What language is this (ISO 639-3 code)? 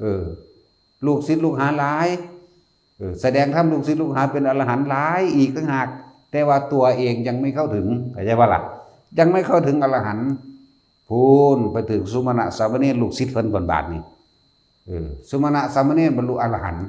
tts